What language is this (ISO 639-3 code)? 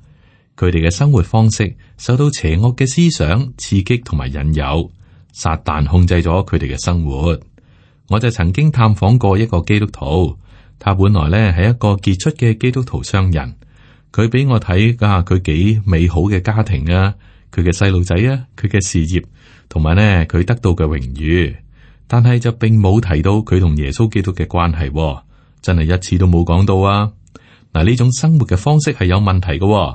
yue